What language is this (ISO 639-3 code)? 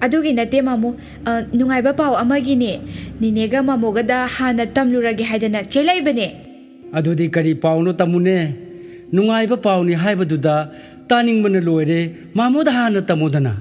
mni